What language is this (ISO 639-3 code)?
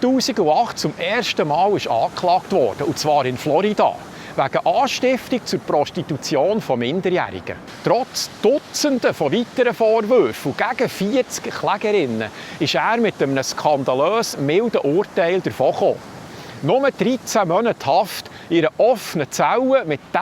gsw